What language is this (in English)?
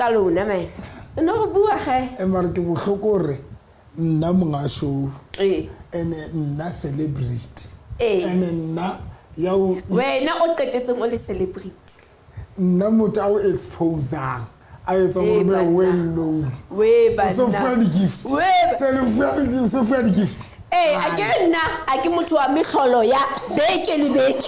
Southern Sotho